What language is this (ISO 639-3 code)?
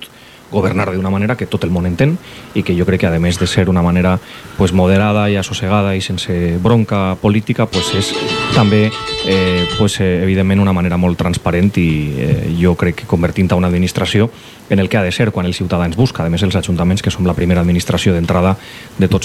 cat